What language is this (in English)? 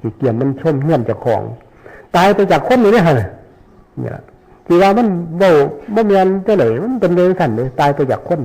Northeastern Thai